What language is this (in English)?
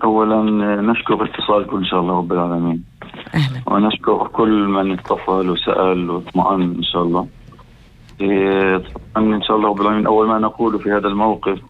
North Levantine Arabic